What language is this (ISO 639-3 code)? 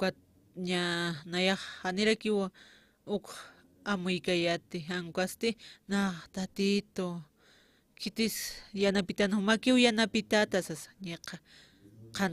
aym